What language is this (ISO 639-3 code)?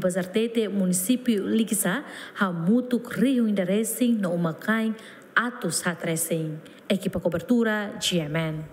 tet